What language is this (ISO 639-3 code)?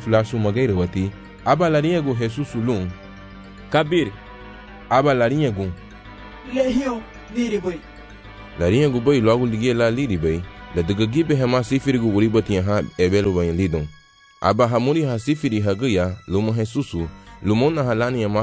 cab